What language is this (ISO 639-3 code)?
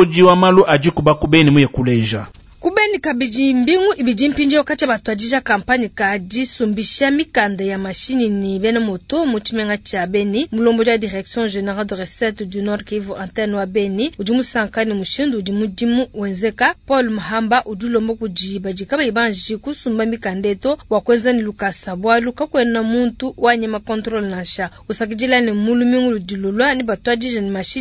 lua